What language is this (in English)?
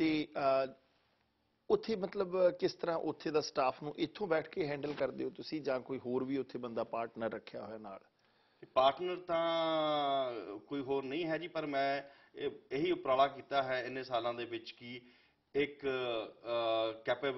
Punjabi